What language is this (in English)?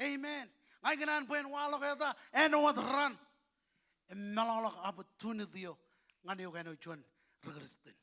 Marshallese